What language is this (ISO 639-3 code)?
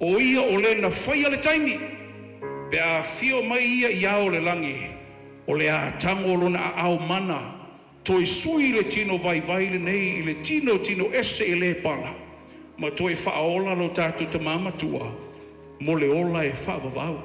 smo